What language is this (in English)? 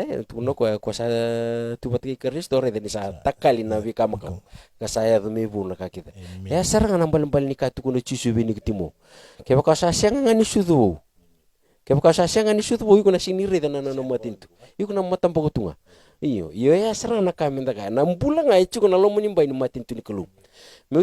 Fijian